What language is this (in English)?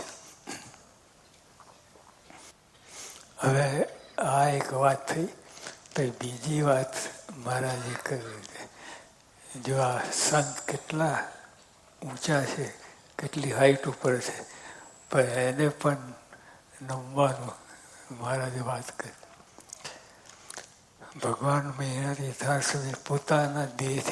Gujarati